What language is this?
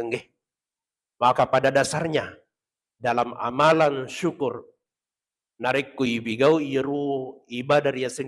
Buginese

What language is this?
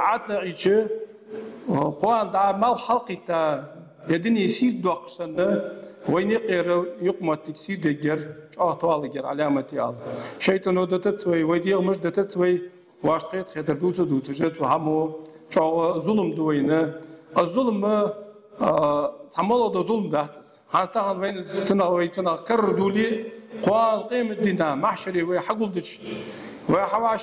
Ingush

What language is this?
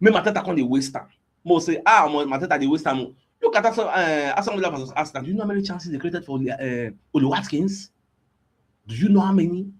Nigerian Pidgin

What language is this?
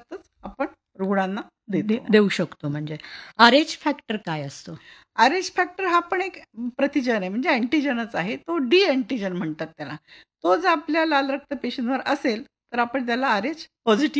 Marathi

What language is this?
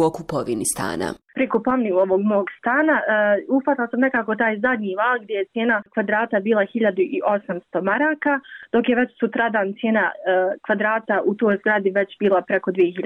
Bosnian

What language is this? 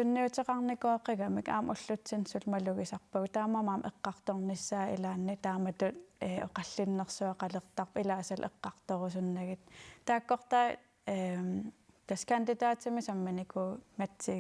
Kalaallisut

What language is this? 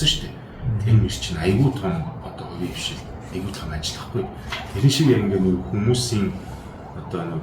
Mongolian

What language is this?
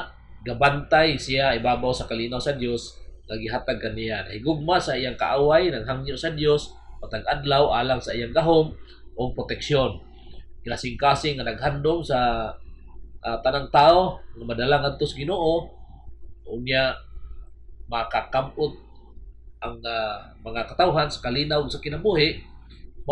Cebuano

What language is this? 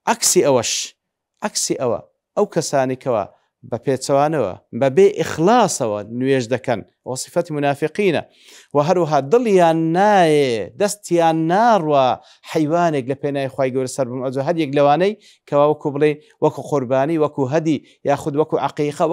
Central Kurdish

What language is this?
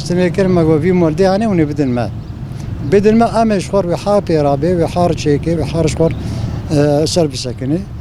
Kurdish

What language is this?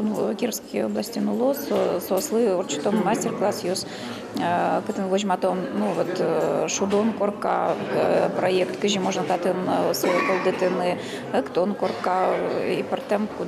Udmurt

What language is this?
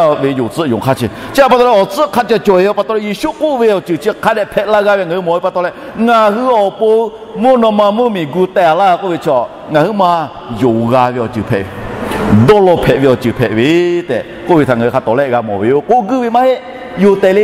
Lahu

